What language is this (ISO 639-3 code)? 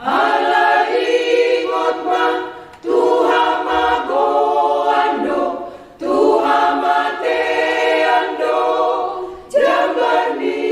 bbc